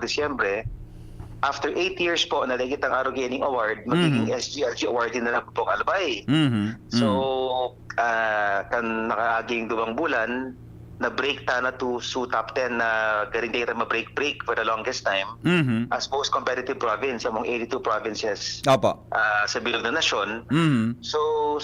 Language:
Bikol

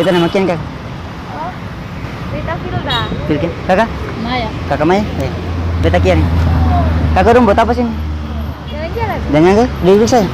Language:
Ambonese Malay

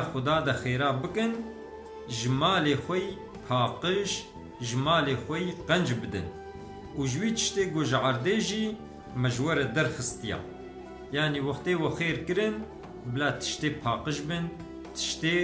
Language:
Kurdish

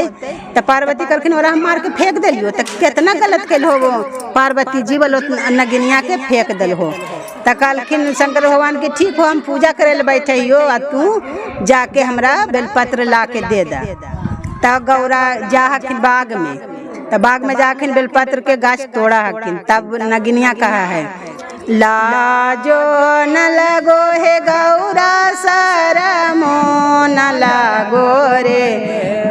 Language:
Magahi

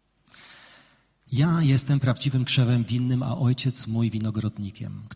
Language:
Polish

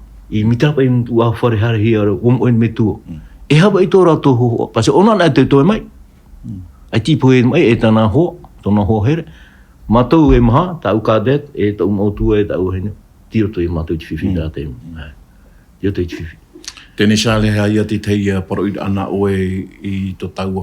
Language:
Tahitian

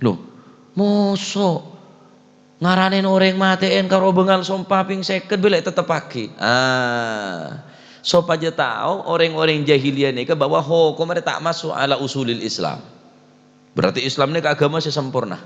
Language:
Madurese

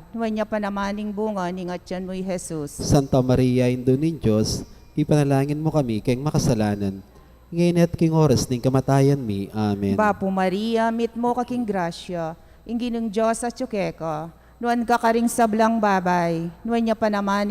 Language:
Pampanga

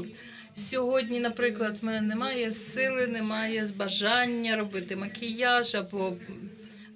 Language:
Ukrainian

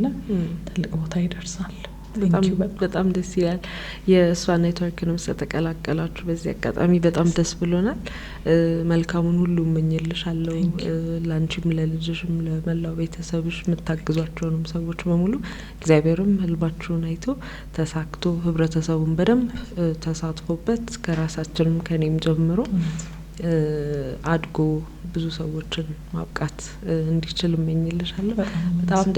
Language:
Amharic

